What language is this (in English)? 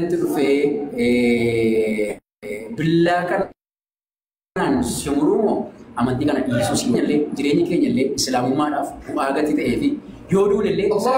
Oromo